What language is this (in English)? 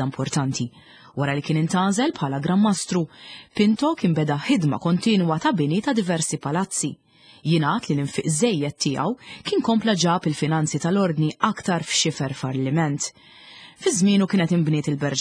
Maltese